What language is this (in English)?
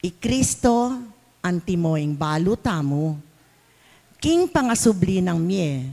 Pampanga